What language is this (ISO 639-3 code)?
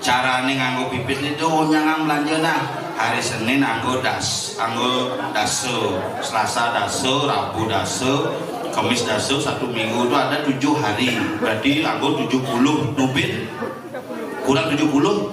ban